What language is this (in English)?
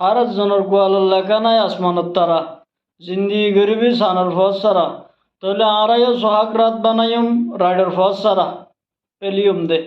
Rohingya